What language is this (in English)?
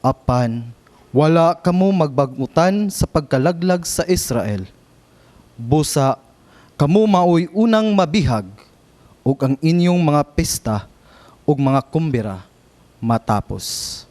Cebuano